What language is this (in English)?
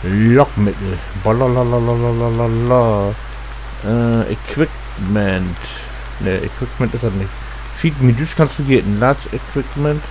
Low German